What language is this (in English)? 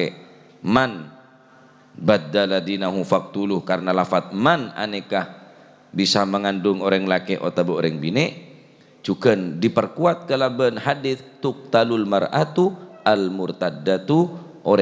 Madurese